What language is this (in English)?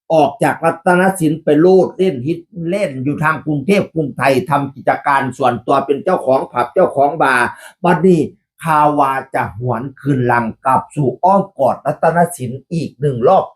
Northeastern Thai